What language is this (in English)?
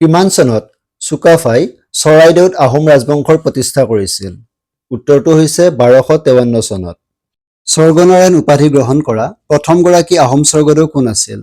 Assamese